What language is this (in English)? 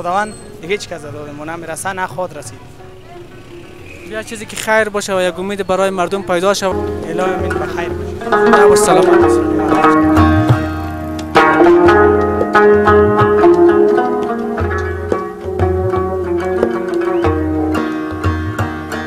Persian